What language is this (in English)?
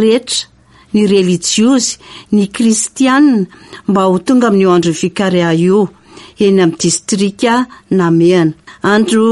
Malagasy